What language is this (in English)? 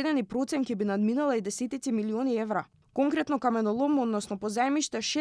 Macedonian